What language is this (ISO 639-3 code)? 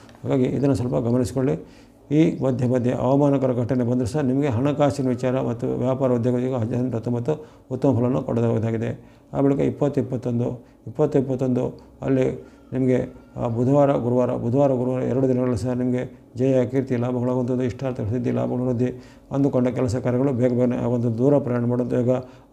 kan